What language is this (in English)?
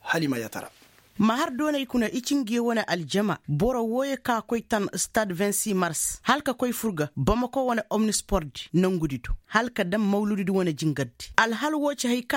Koyraboro Senni